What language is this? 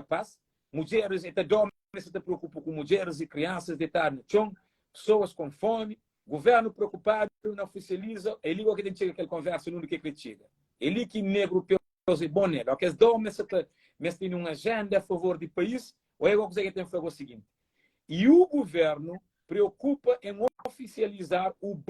Kabuverdianu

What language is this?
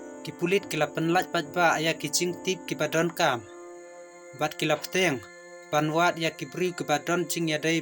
Khasi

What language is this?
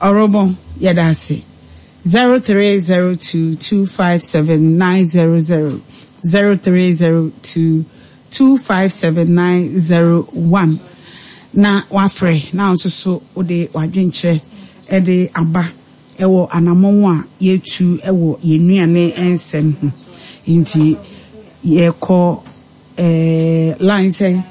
Akan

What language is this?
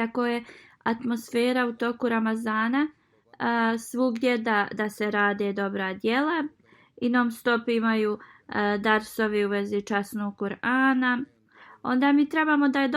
Bosnian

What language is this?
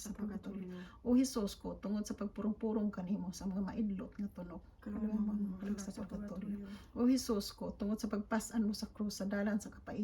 Cebuano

